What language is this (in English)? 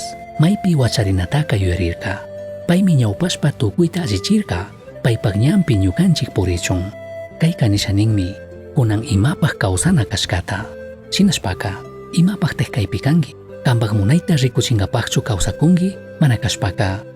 Chimborazo Highland Quichua